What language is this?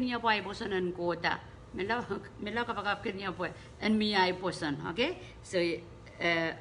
Pohnpeian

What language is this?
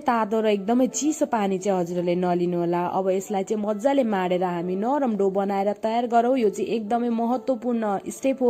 Nepali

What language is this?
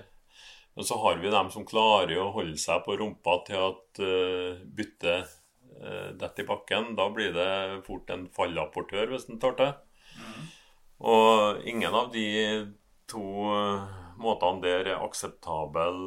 Norwegian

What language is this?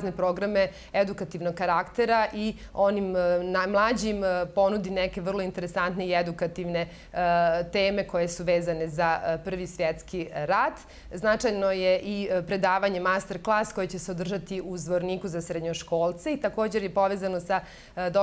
Bosnian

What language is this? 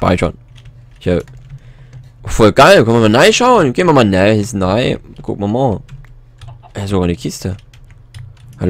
German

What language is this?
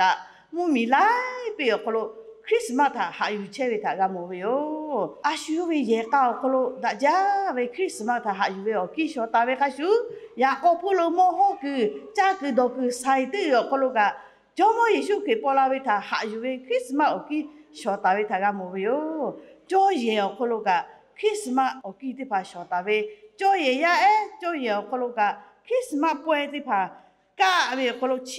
Lahu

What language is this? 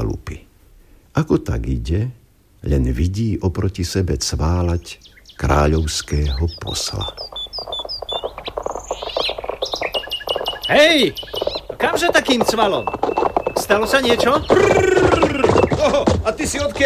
Slovak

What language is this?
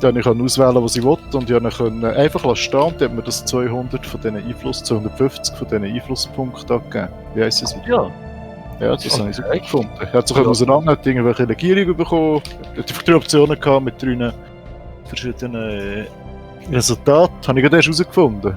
Swiss German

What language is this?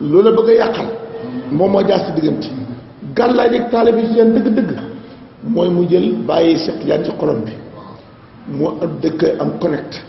Wolof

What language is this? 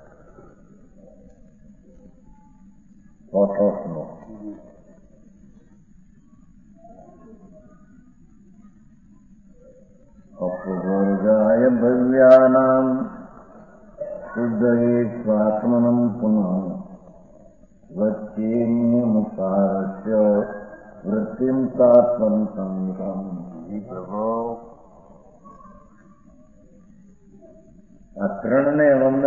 Gujarati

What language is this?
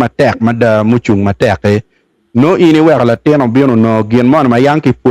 Acoli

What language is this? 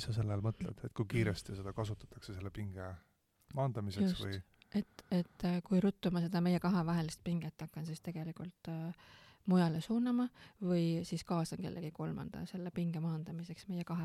Estonian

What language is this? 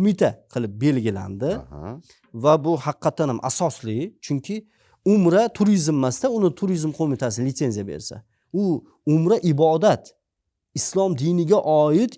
Uzbek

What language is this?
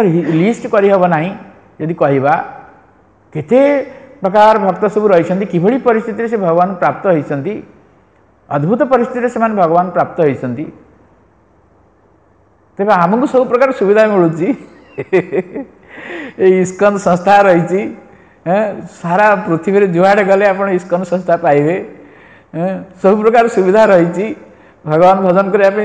Odia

